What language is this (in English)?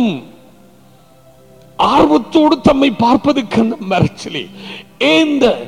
Tamil